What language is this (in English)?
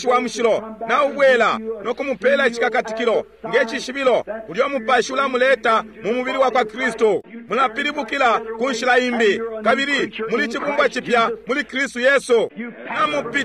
Bemba